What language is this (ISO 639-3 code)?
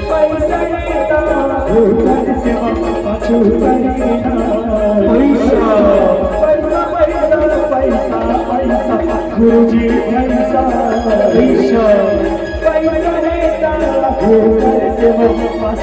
hne